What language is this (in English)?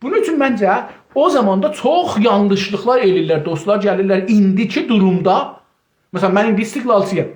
South Azerbaijani